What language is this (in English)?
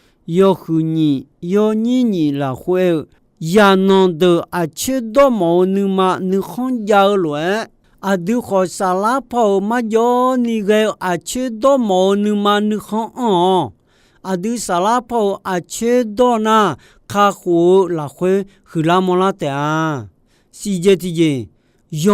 Akha